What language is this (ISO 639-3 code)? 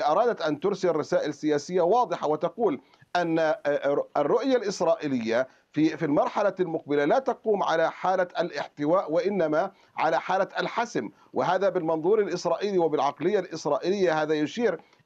ara